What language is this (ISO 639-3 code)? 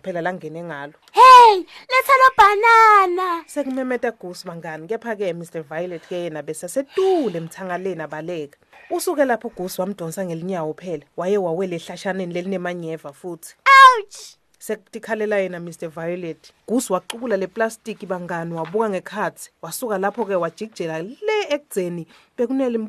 ssw